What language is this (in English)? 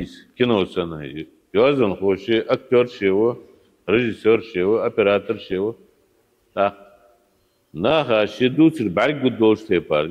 Ingush